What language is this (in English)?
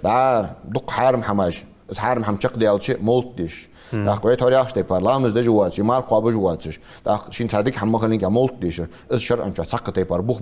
Ingush